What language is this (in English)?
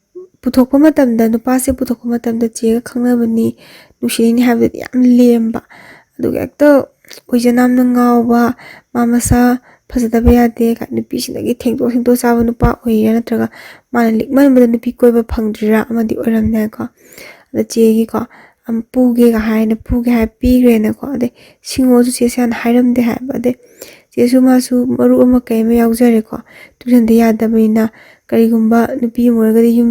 Manipuri